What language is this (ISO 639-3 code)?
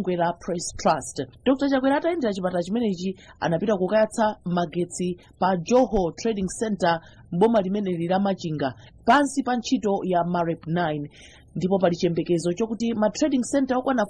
nya